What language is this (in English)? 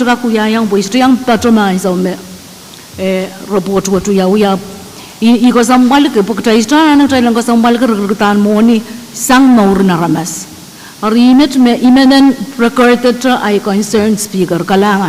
Pohnpeian